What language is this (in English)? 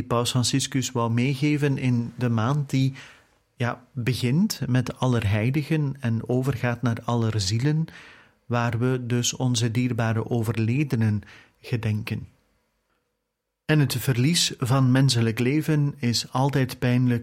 Dutch